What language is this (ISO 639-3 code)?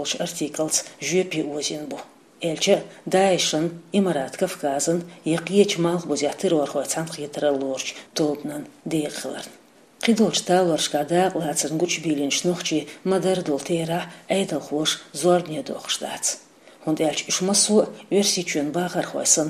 che